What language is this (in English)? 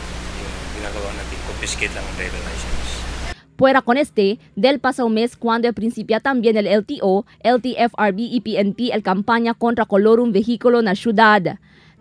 Chavacano